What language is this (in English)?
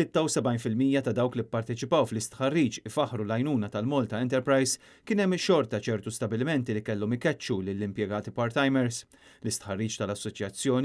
Maltese